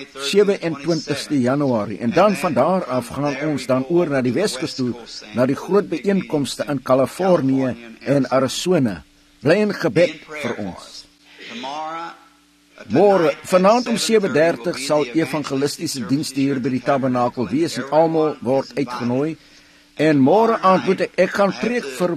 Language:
Afrikaans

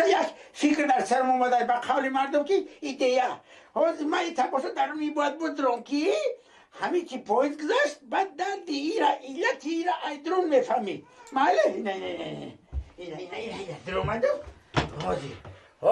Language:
Tajik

